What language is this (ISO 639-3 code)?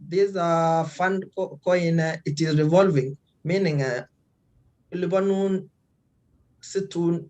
kln